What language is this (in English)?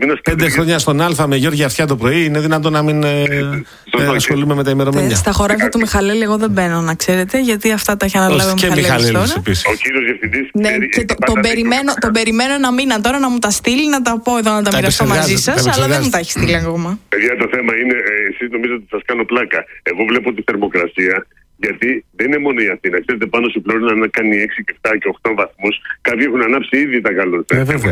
Greek